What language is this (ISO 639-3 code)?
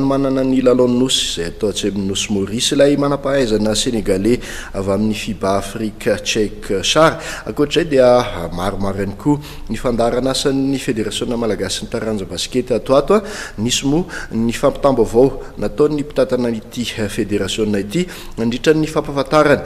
mlg